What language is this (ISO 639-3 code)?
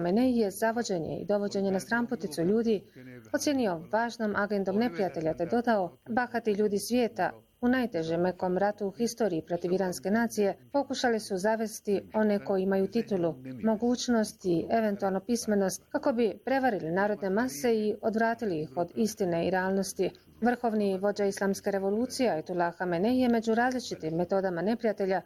bos